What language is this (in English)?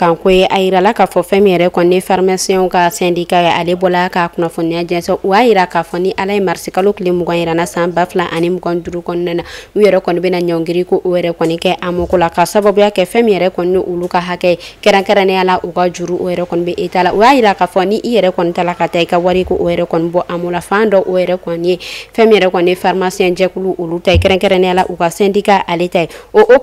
Bambara